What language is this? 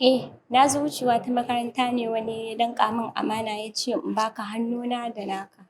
Hausa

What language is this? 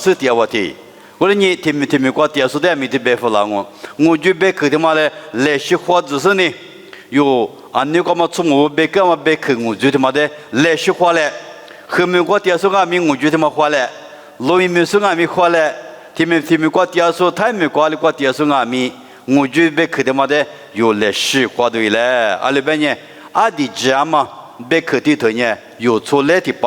Lisu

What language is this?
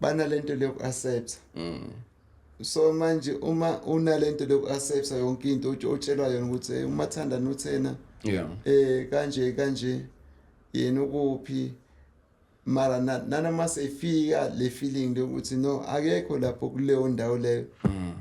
Zulu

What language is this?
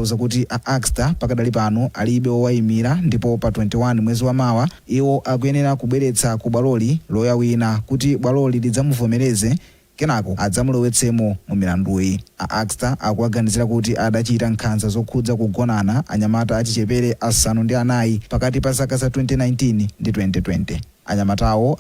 Nyanja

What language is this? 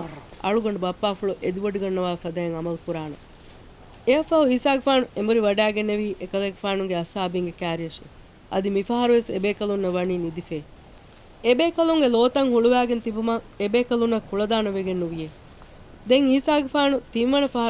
Divehi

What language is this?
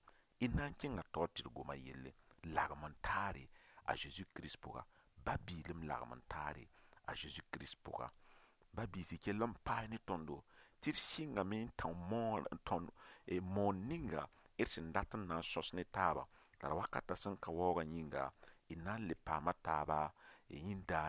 Mossi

